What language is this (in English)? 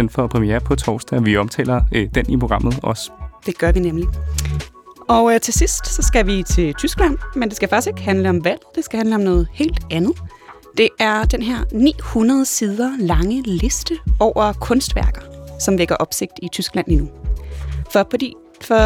Danish